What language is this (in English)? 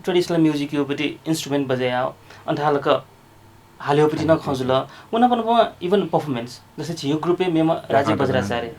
Newari